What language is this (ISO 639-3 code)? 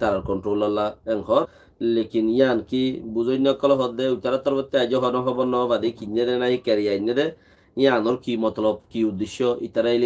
rhg